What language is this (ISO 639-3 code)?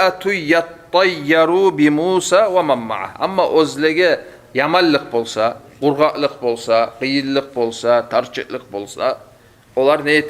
kum